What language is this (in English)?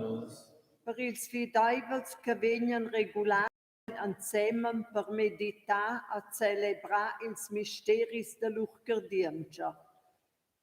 Romansh